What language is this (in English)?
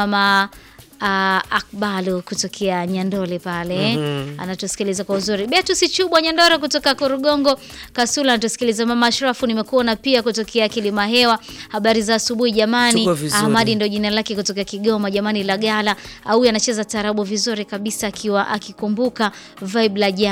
Swahili